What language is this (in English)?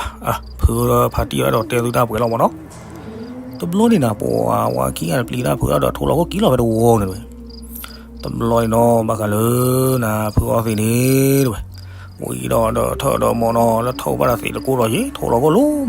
S'gaw Karen